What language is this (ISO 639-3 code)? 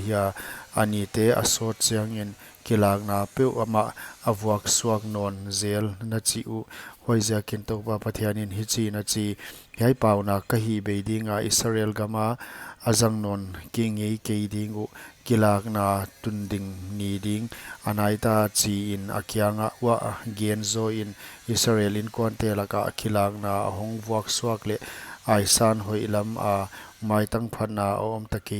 pck